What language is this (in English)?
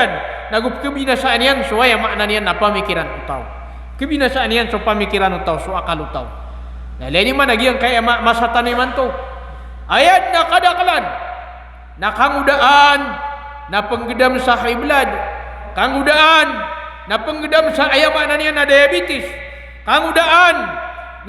Maranao